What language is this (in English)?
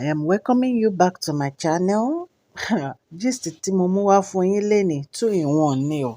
Yoruba